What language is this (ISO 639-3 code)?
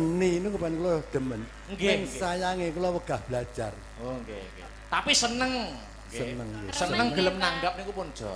jav